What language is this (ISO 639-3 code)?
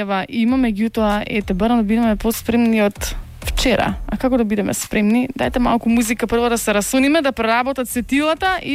mkd